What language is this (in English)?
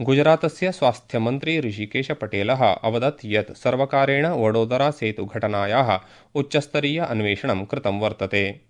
Sanskrit